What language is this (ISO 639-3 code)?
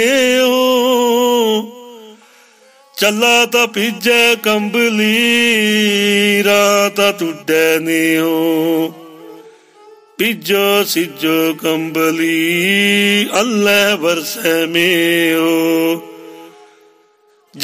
pan